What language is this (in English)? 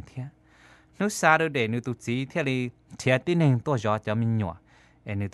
Hmong